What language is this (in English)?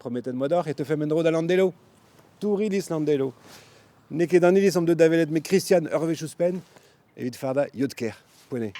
Breton